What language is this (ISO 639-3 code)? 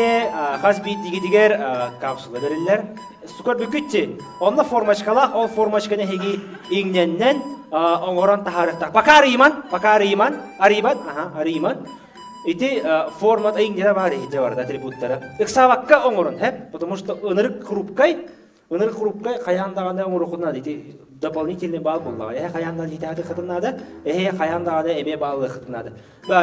sah